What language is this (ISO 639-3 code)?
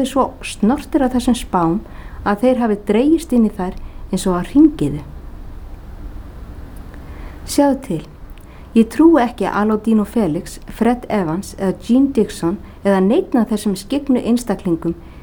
isl